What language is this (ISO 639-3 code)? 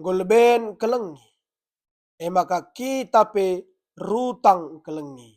btx